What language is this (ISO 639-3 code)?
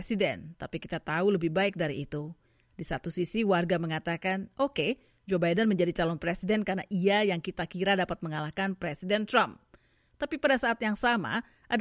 ind